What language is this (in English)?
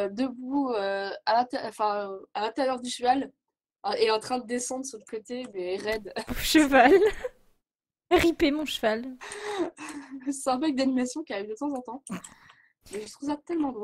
French